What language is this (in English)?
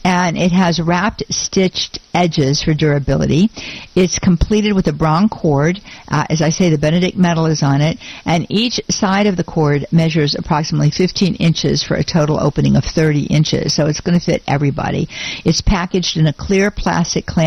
English